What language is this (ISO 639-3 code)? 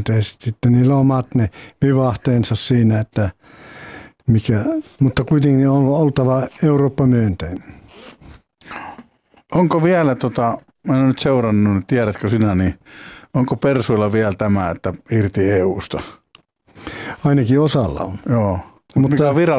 fin